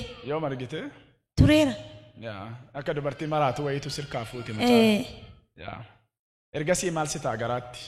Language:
Oromo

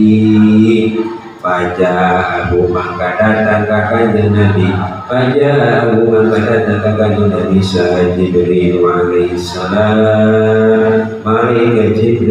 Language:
Sundanese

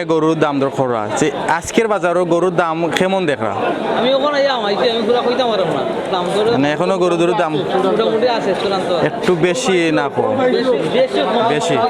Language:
Sylheti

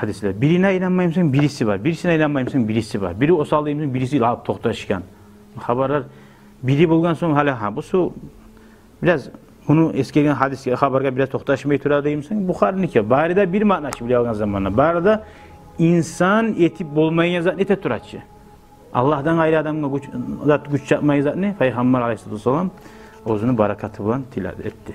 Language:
Kumyk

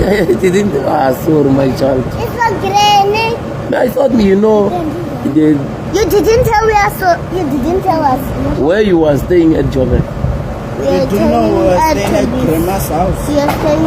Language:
Tsonga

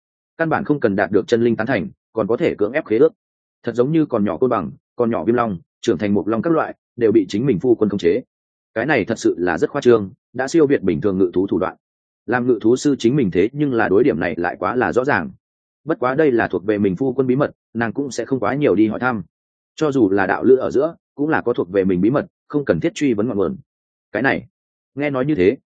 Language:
Vietnamese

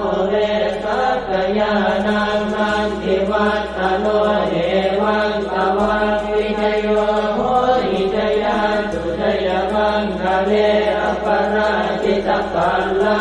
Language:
Pali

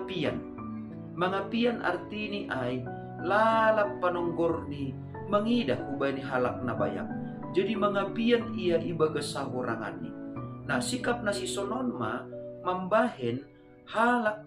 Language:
Batak Simalungun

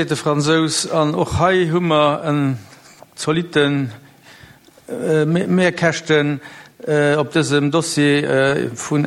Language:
Luxembourgish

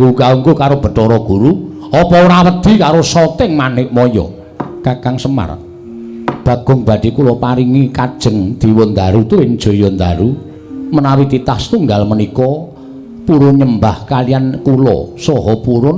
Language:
Javanese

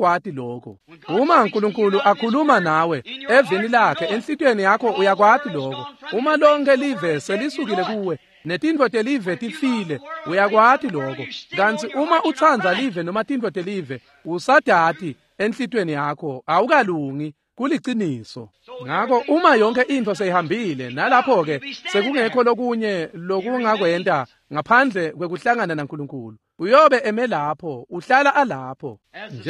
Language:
Swati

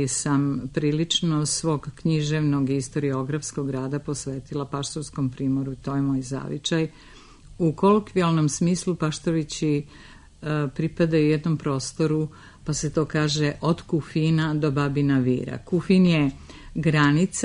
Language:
Serbian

